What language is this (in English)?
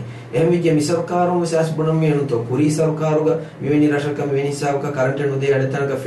Divehi